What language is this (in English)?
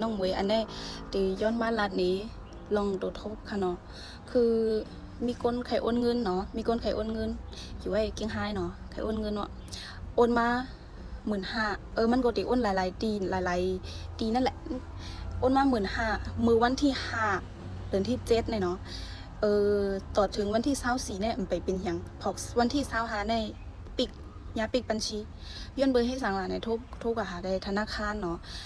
Shan